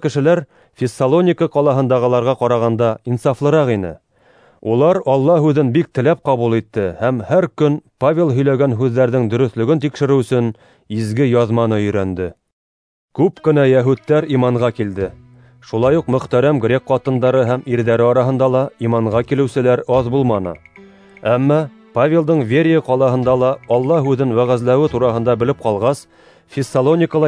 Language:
Bashkir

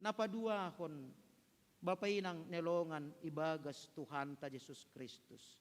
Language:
Batak Simalungun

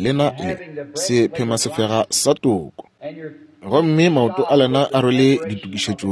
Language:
Northern Sotho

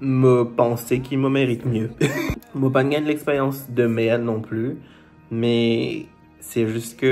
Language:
Morisyen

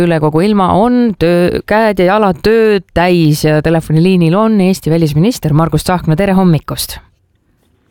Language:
Estonian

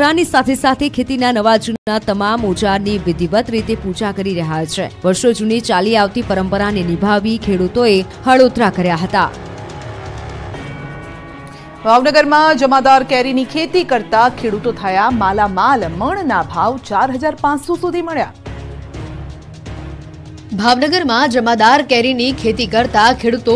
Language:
Gujarati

